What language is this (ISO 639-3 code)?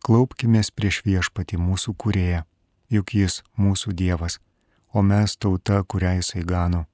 lit